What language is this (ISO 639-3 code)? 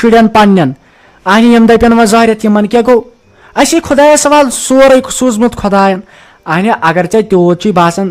kas